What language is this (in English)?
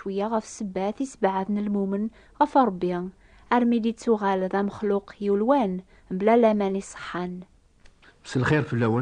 Kabyle